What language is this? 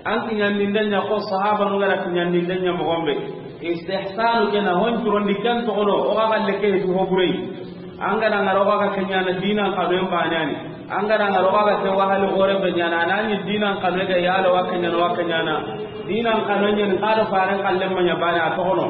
Soninke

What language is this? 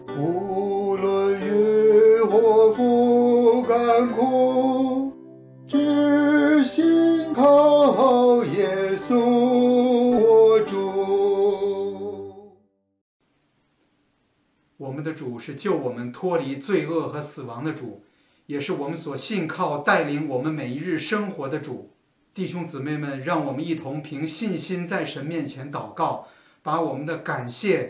Chinese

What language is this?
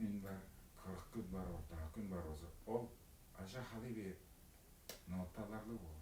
Tuvinian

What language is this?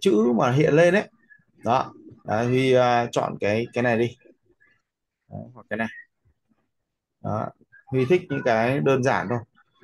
Vietnamese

